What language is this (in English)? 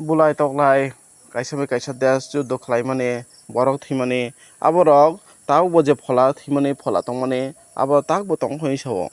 Kok Borok